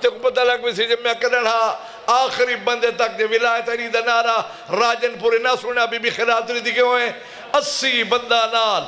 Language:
Saraiki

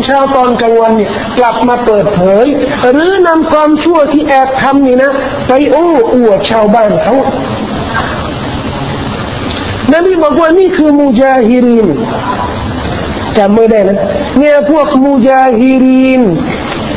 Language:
Thai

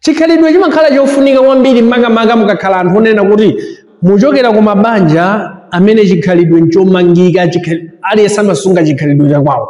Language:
Nyanja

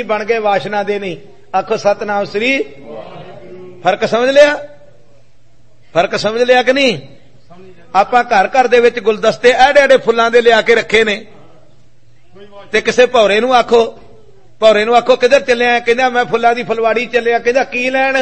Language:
Punjabi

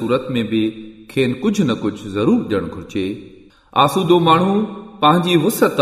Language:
Sindhi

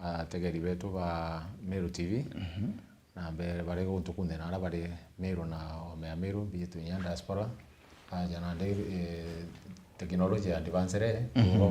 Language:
Meru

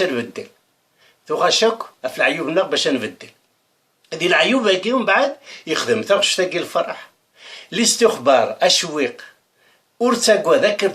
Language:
Kabyle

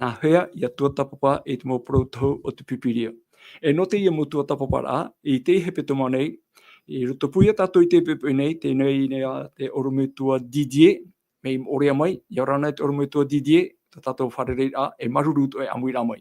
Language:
Tahitian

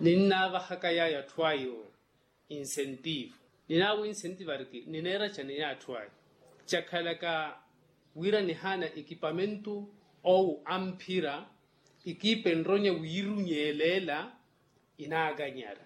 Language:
Makhuwa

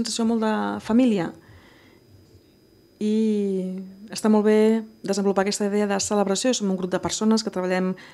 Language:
Catalan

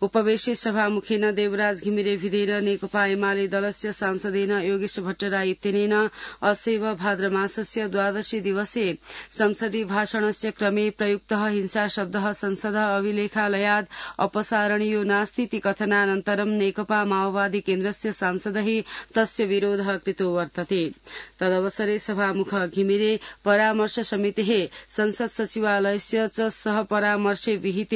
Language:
Sanskrit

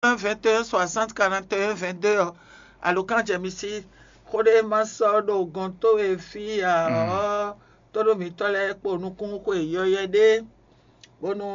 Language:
Fon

